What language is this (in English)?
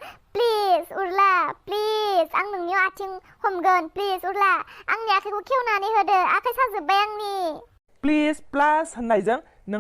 Bodo